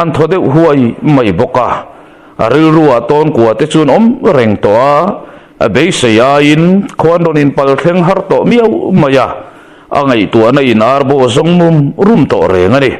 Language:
Mizo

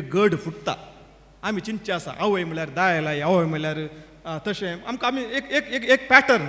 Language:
Konkani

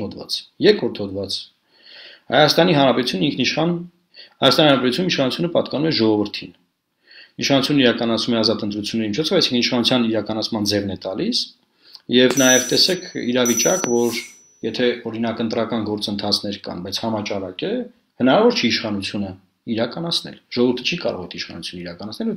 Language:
Armenian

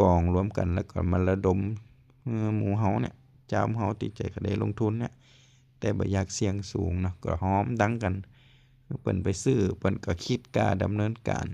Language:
Lao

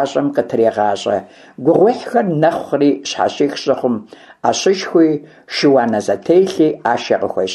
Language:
Kabardian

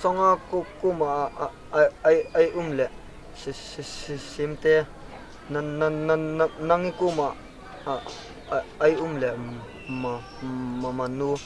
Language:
Hmar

